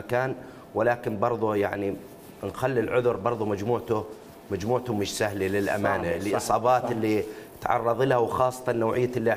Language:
Mesopotamian Arabic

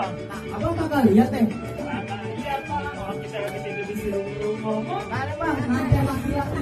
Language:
Betawi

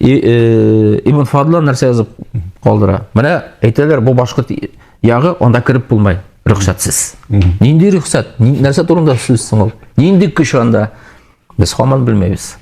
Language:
Bashkir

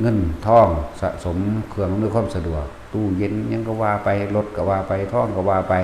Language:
Lao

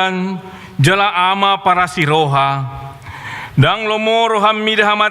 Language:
Batak Toba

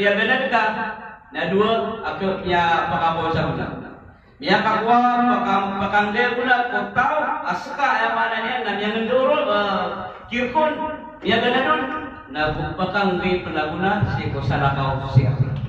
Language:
Maranao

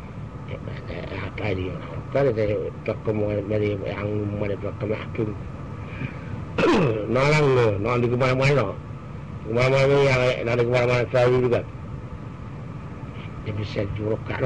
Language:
Malay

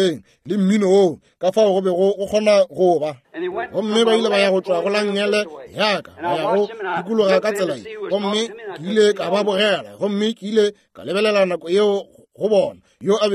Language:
Northern Sotho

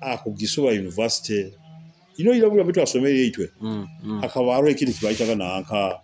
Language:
Nyoro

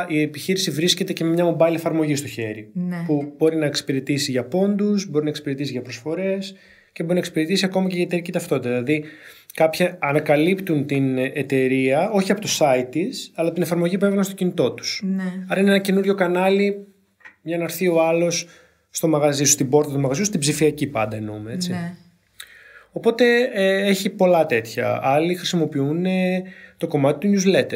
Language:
Greek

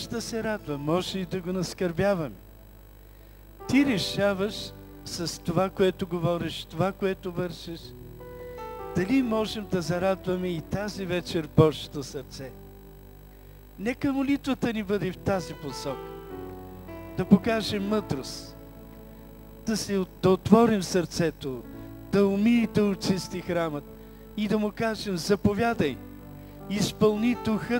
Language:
Bulgarian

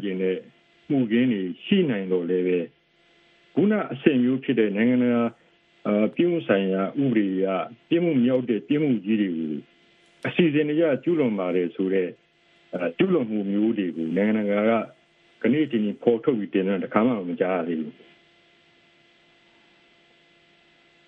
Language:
Burmese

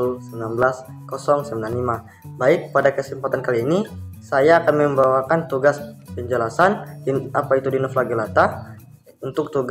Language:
Indonesian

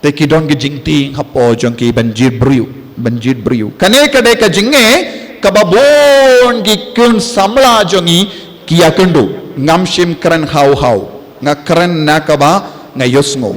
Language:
Khasi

